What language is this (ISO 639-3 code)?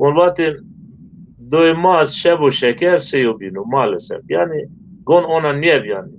zza